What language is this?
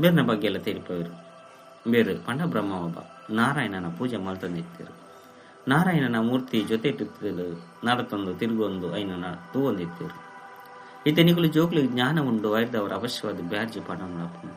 Tulu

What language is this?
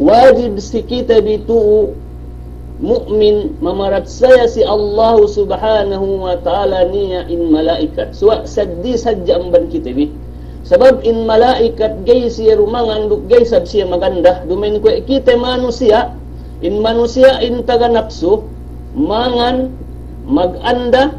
Yakan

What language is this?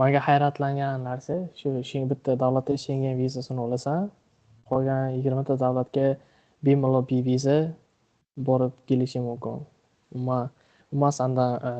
Uzbek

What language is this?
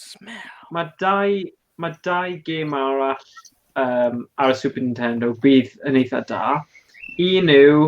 Welsh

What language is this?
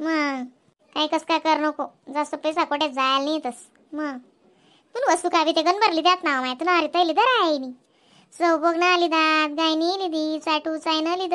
Khandesi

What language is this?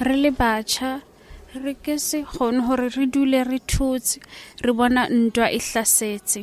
Southern Sotho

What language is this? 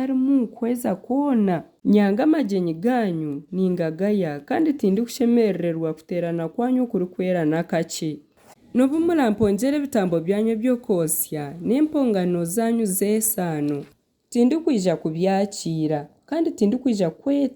Nyankole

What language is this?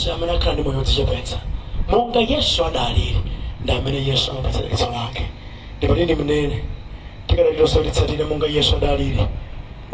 Nyanja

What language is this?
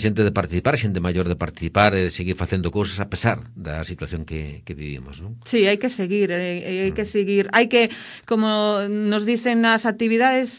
Galician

